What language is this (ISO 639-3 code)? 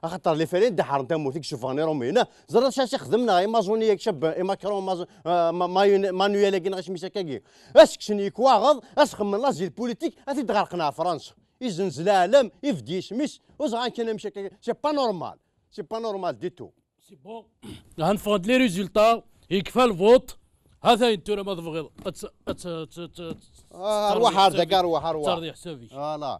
kab